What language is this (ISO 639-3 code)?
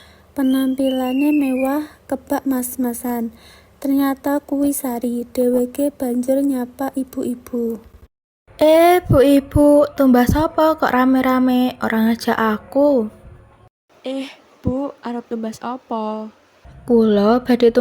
jav